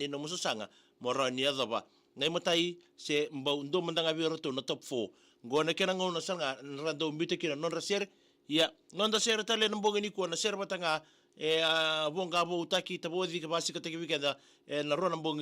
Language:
Fijian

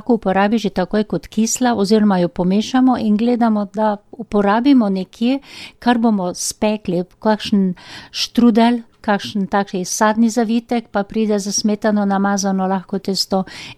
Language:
Slovenian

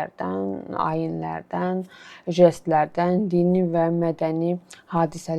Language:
Azerbaijani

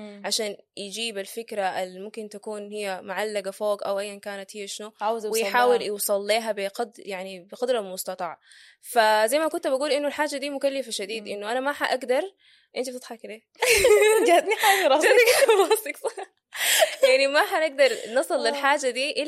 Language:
Sudanese Arabic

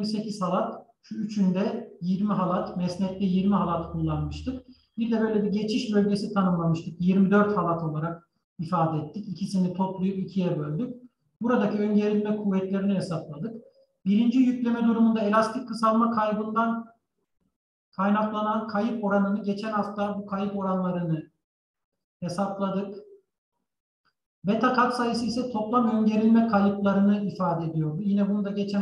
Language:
Turkish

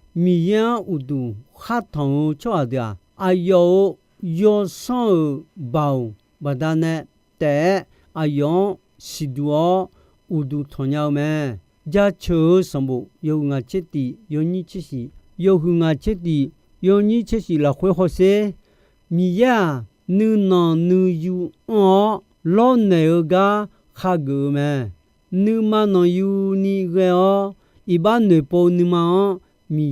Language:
Akha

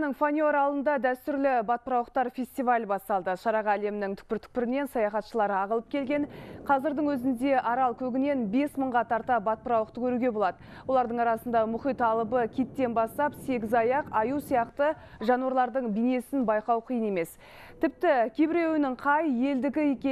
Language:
Kazakh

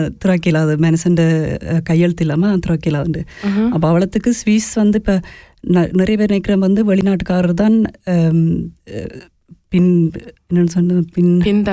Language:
Tamil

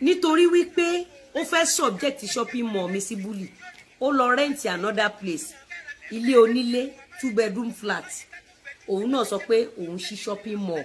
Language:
Yoruba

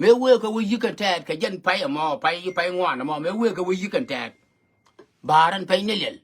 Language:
Nuer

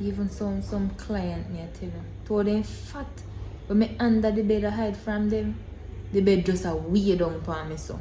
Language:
Jamaican Creole English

